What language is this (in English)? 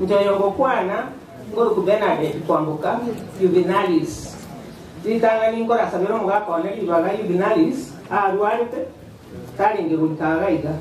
Gusii